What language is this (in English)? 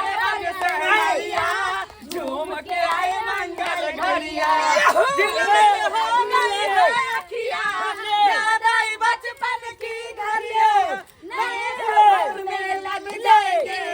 Maithili